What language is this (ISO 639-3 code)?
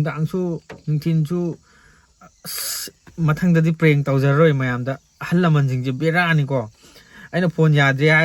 mni